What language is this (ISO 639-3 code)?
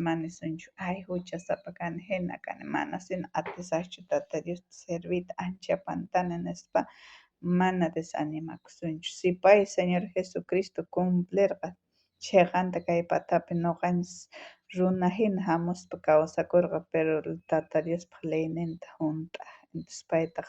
quh